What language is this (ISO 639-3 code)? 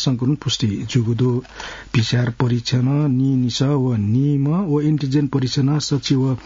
new